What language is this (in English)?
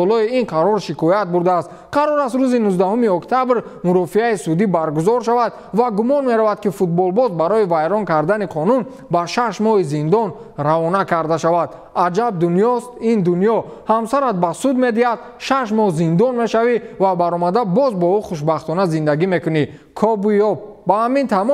Tajik